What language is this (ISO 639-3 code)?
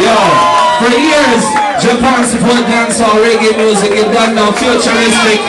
jam